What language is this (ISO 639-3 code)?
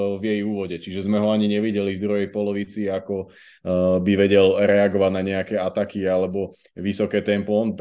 slk